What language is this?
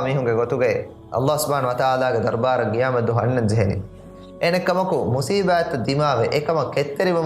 Divehi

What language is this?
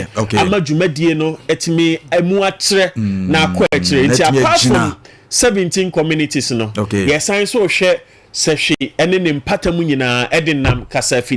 Akan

